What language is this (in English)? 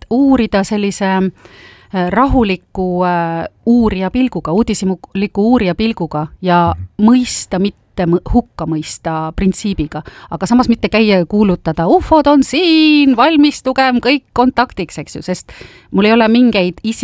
Estonian